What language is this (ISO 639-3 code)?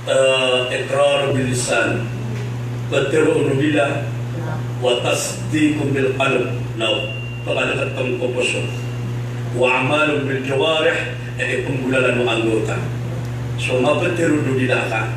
mrw